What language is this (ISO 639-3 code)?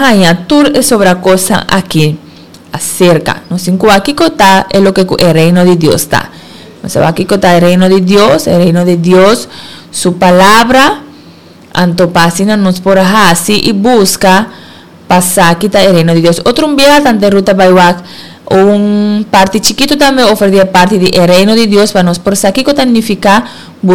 pap